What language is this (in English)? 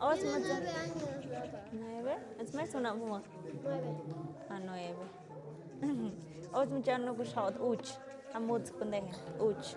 Tlahuitoltepec Mixe